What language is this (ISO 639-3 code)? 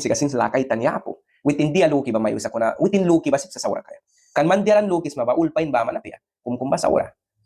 miq